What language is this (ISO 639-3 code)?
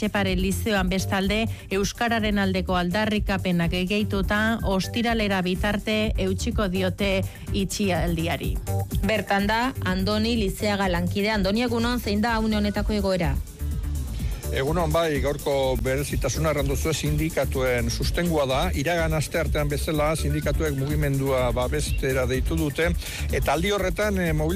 eus